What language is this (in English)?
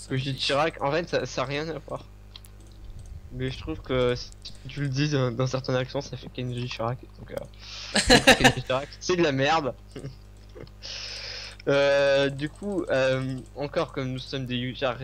French